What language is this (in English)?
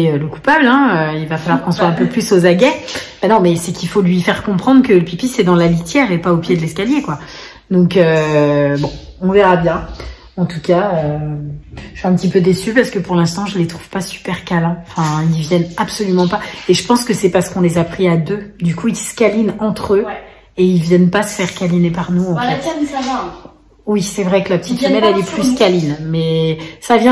French